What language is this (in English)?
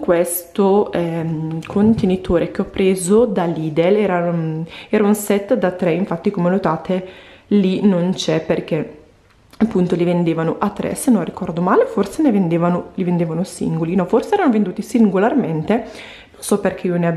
Italian